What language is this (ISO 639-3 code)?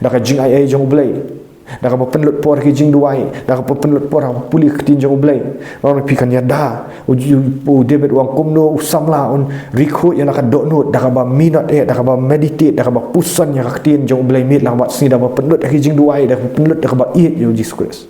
kha